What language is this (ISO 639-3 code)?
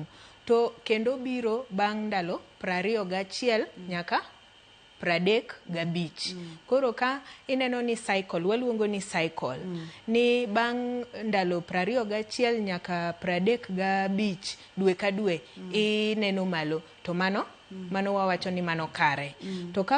luo